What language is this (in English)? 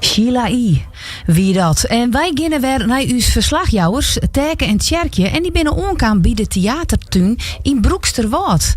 Western Frisian